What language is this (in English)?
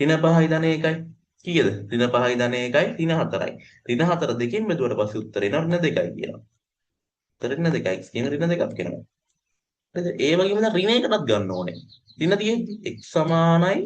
Sinhala